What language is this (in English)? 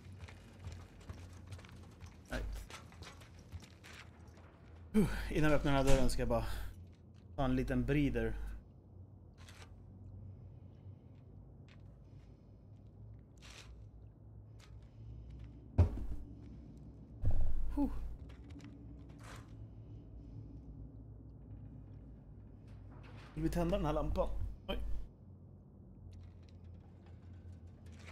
Swedish